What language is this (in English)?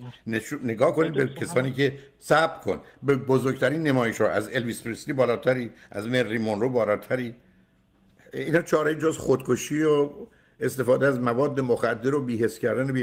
Persian